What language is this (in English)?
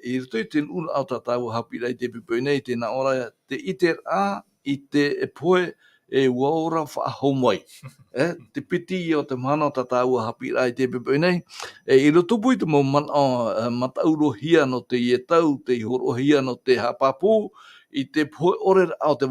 Tahitian